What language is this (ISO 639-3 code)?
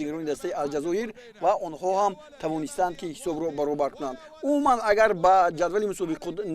tgk